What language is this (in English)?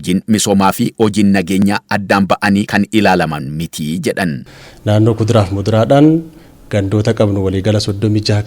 Oromo